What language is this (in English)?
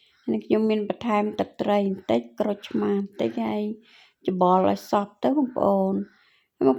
Khmer